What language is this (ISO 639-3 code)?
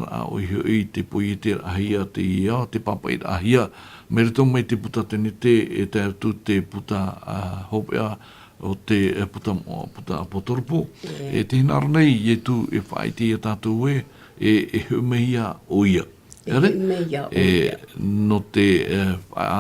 tah